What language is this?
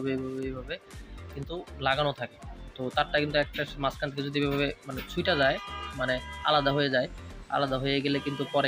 Bangla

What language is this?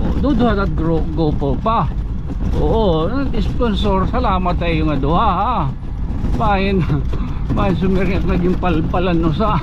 Waray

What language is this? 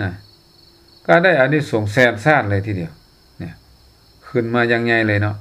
Lao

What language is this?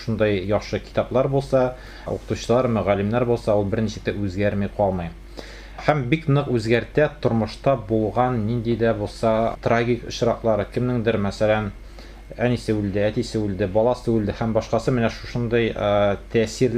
Tatar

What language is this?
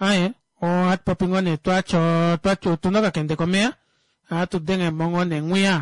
Kuanyama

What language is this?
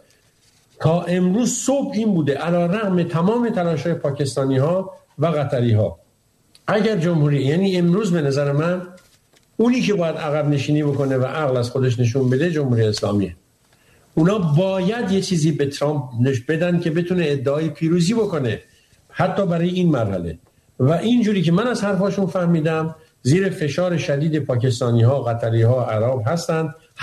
Persian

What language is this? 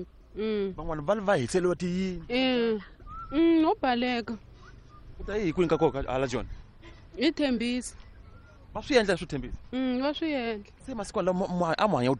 Tsonga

